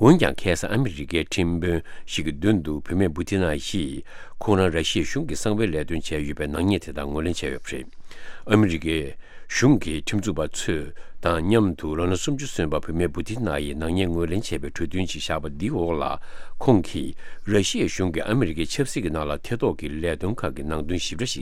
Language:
Tibetan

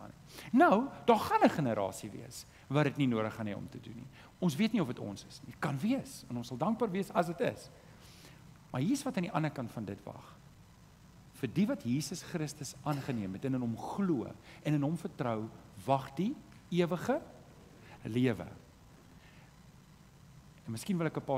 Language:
Afrikaans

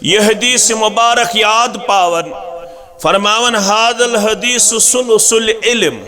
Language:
Kashmiri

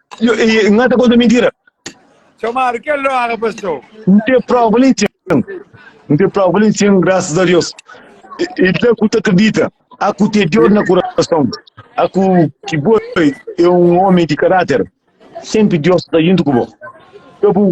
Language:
Kabuverdianu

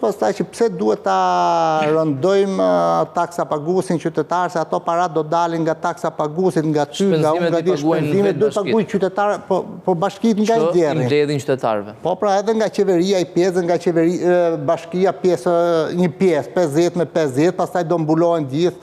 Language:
Albanian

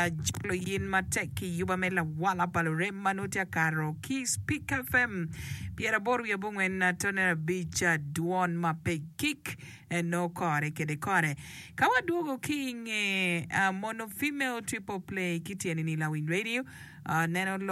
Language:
Acoli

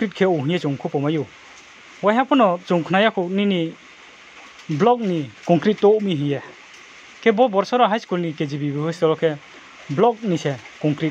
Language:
Riang (India)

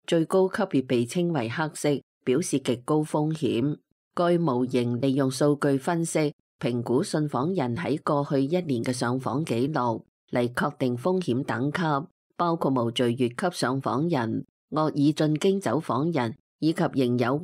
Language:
Cantonese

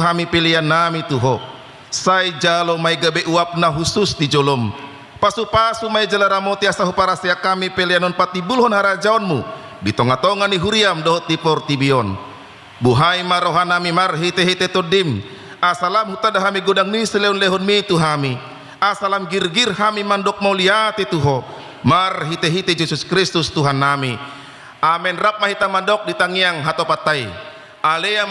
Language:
Batak Toba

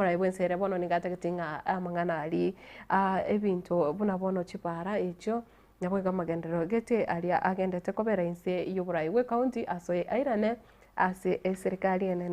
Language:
Gusii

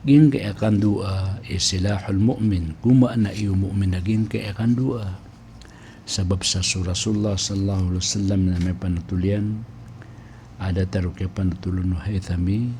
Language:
Maranao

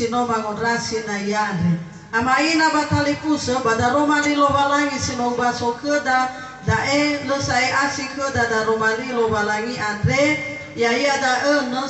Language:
Nias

